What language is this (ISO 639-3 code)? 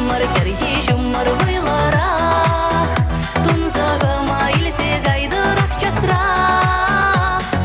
chv